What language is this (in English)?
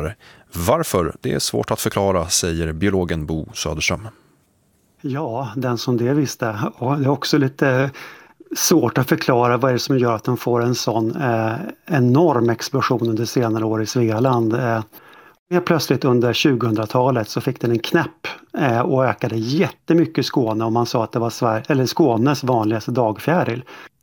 Swedish